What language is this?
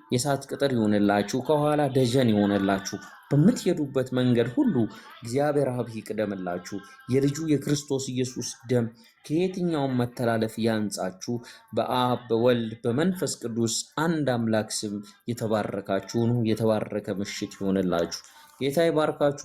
Amharic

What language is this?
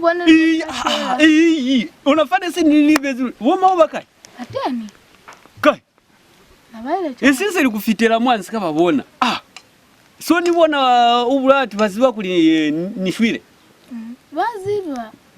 Lozi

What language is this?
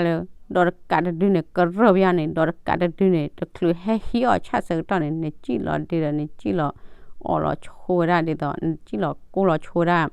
S'gaw Karen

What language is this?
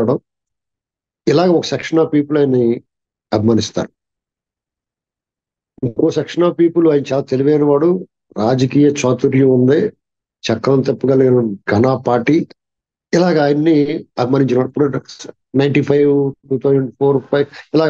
Telugu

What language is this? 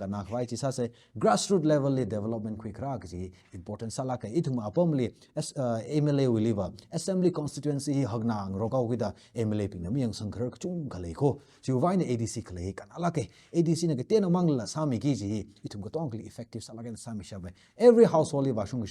Tangkhul Naga (India)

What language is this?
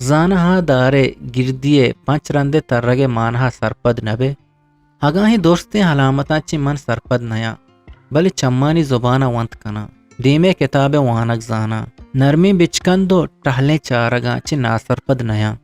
Eastern Balochi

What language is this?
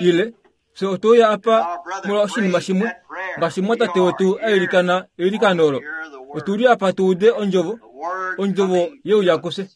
Kuanyama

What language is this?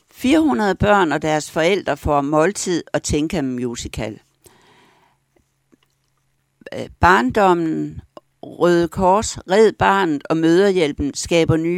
Danish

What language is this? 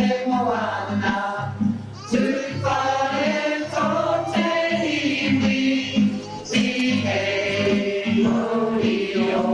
Māori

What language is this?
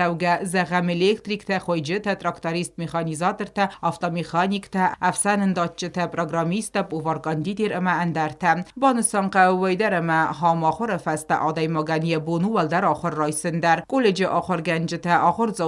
Ossetic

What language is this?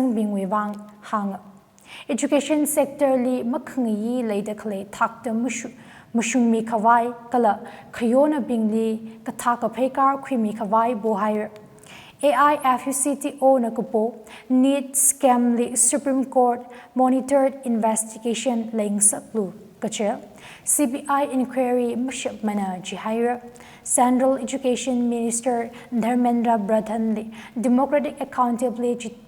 Tangkhul Naga (India)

